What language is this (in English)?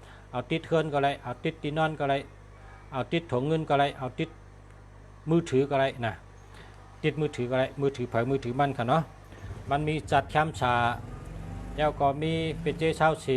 Shan